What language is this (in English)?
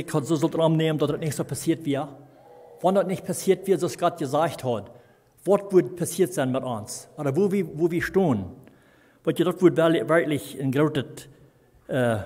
Plautdietsch